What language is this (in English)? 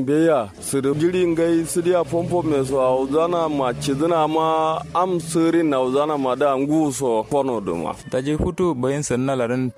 Kanuri